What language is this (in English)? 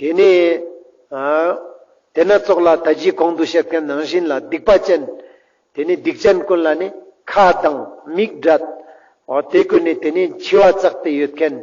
Ladakhi